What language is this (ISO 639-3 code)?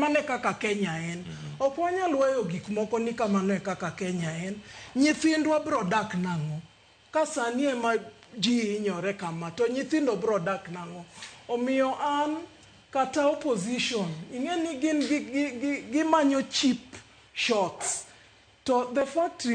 luo